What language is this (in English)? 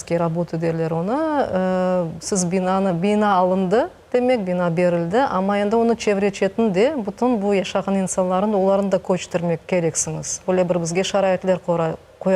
Crimean Tatar